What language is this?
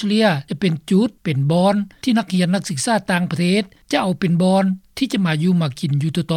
Lao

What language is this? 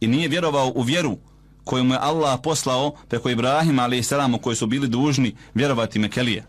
Bosnian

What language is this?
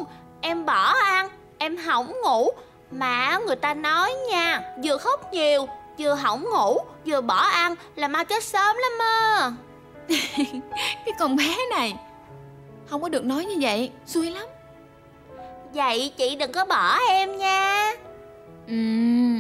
Vietnamese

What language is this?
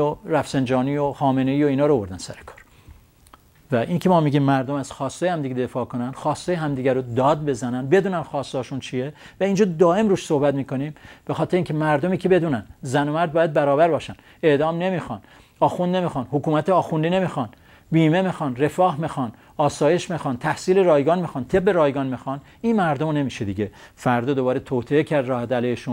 Persian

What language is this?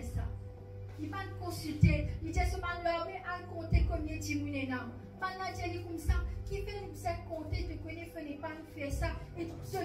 Morisyen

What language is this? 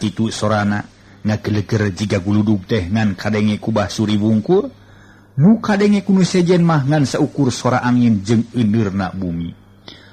Sundanese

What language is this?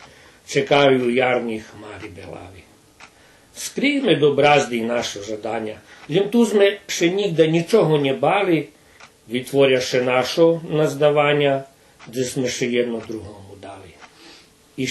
Rusyn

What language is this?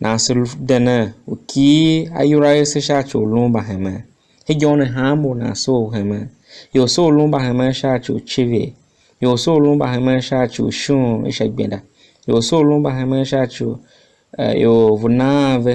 Tiv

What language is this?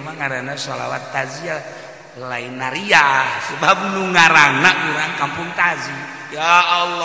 Sundanese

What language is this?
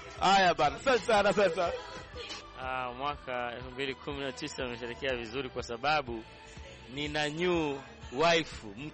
Swahili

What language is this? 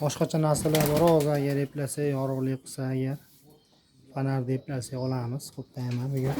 Uzbek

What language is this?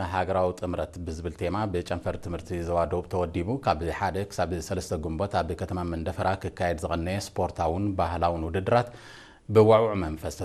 Tigrinya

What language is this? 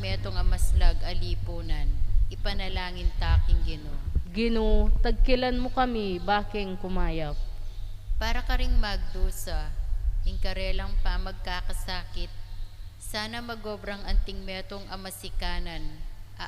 Pampanga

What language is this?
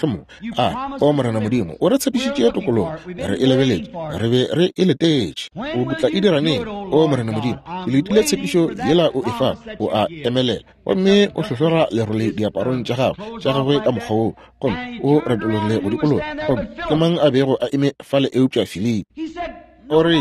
Northern Sotho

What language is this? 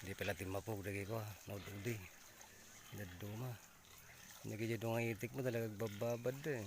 Iloko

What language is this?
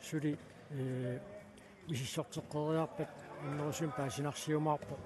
Kalaallisut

